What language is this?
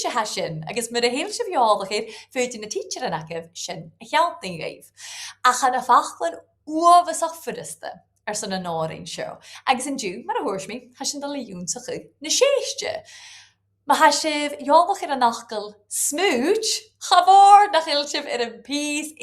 Scottish Gaelic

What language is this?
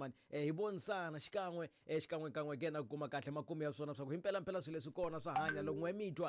Tsonga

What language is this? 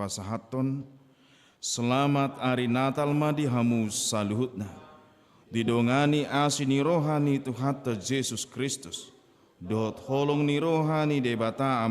Batak Toba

